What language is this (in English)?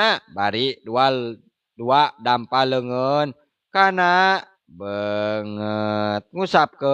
Sundanese